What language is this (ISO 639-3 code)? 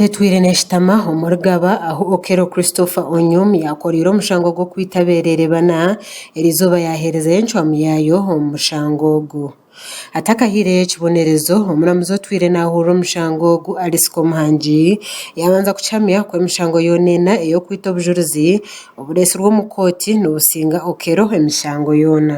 nyn